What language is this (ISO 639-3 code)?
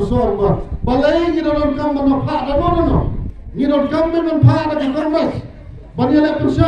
kha